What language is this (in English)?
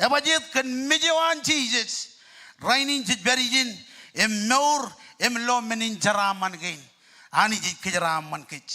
Marshallese